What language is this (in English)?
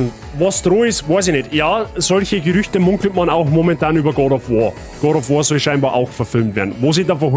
Bavarian